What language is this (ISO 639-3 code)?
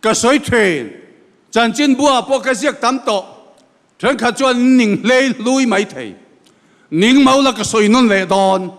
lus